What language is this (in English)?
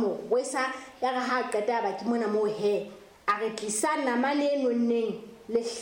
Southern Sotho